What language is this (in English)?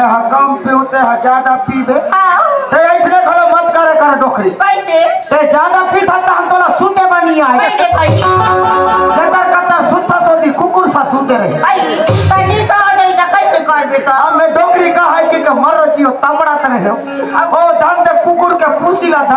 Chhattisgarhi